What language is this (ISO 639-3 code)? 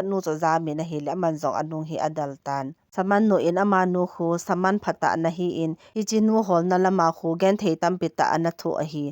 tcz